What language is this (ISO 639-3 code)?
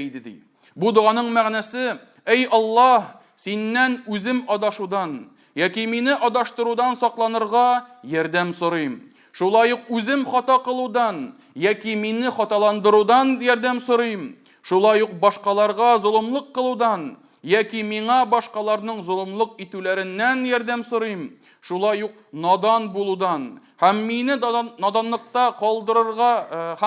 tat